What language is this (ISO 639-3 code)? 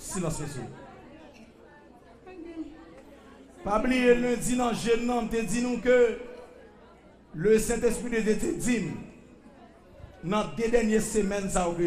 fra